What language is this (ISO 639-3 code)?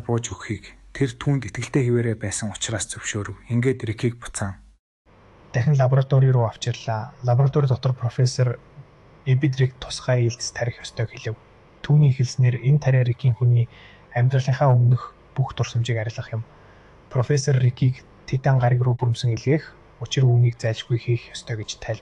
mon